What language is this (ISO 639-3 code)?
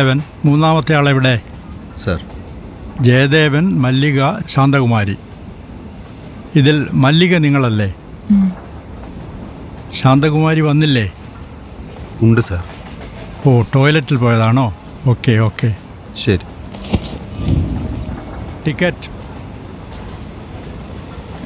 mal